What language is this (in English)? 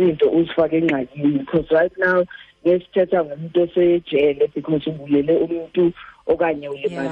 Xhosa